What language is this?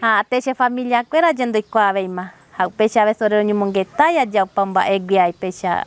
Guarani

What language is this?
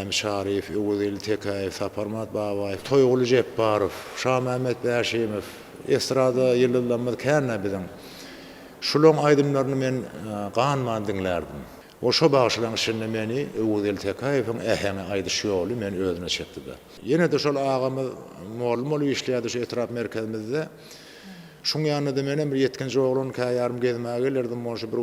Turkmen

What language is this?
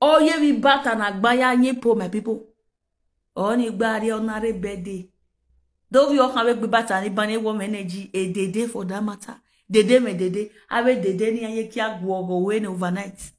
Nigerian Pidgin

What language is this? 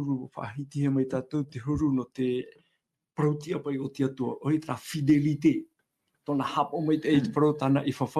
Tahitian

